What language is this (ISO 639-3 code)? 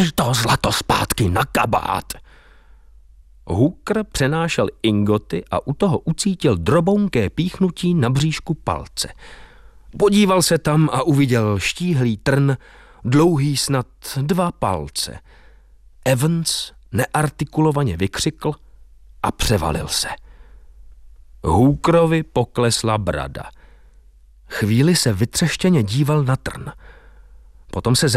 ces